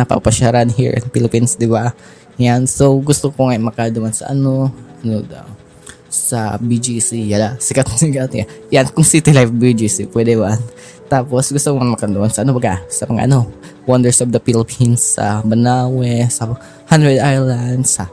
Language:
Bikol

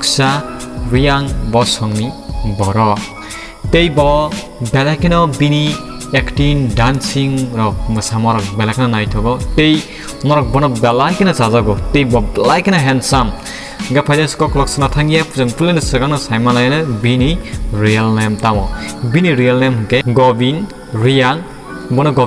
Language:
Kok Borok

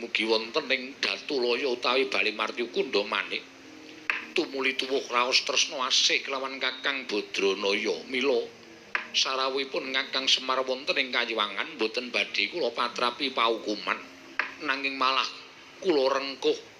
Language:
Javanese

